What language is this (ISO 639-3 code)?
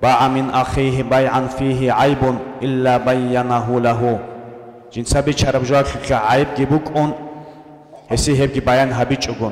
ava